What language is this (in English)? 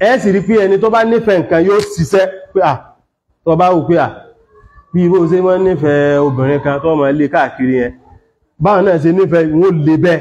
Yoruba